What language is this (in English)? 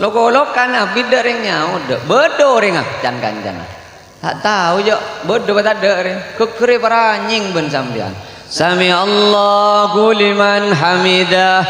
Madurese